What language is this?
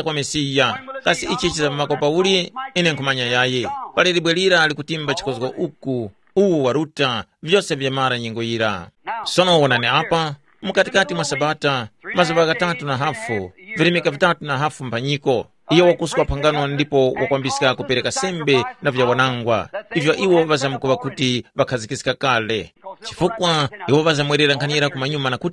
Tumbuka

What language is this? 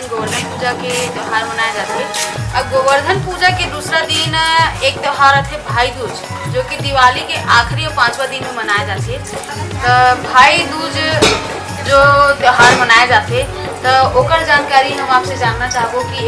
Chhattisgarhi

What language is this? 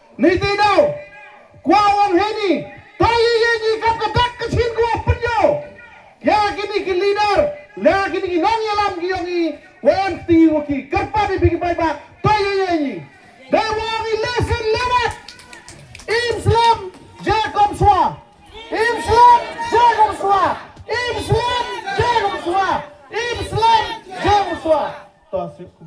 Pnar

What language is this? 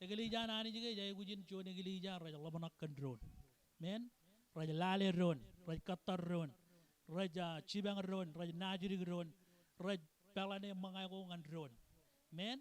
Marshallese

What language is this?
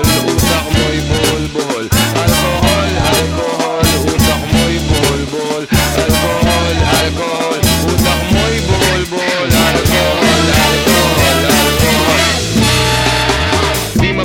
Filipino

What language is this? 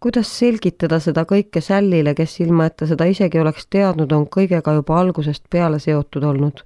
Estonian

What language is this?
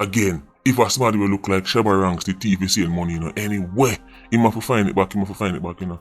Jamaican Creole English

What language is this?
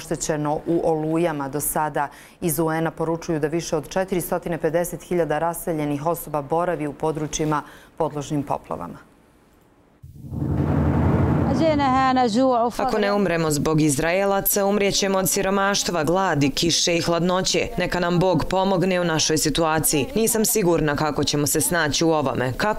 Bosnian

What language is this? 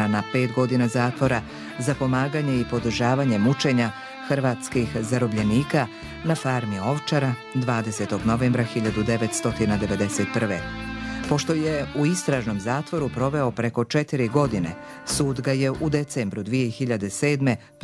Serbian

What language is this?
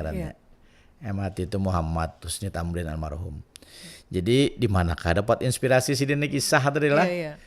Banjar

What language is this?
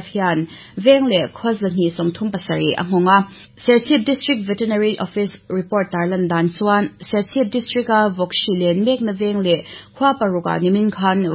Mizo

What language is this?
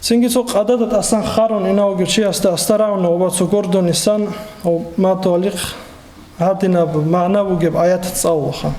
Avaric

